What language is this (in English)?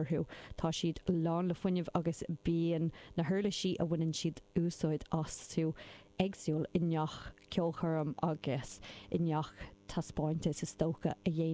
Irish